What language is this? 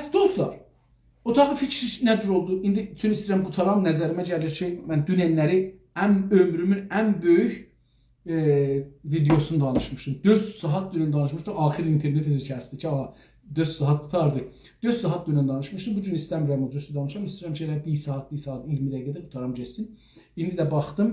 South Azerbaijani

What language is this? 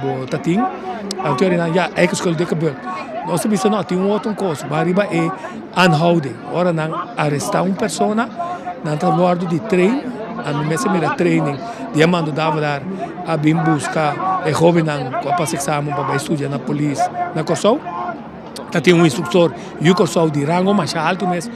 Papiamento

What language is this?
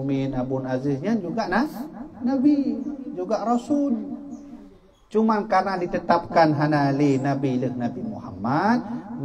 Achinese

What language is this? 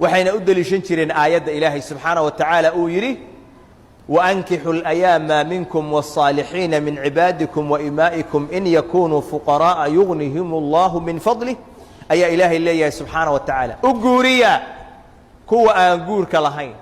Somali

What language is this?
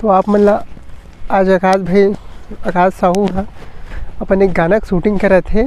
Chhattisgarhi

